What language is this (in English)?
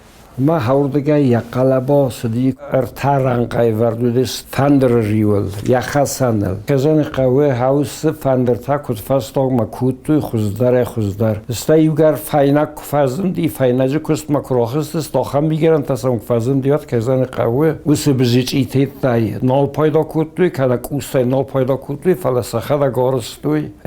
Ossetic